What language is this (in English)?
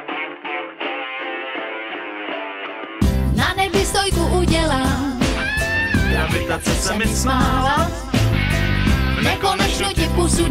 Czech